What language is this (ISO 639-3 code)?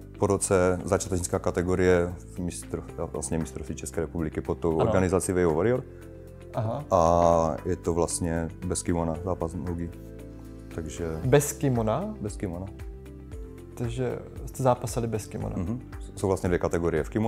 ces